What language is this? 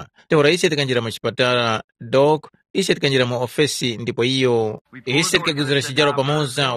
Tumbuka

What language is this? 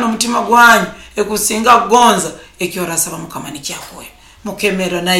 Nyoro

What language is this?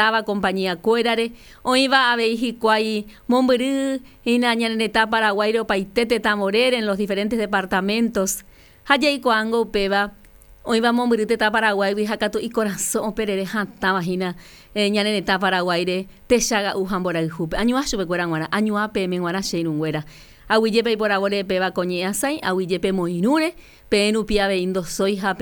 Guarani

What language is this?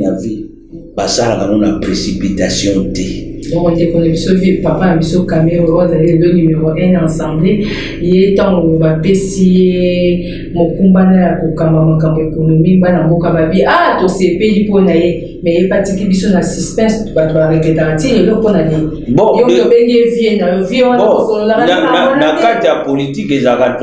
Lingala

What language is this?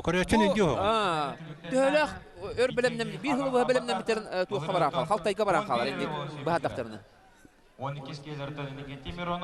Yakut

